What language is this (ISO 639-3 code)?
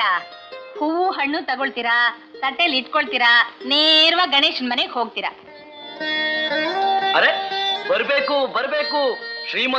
kan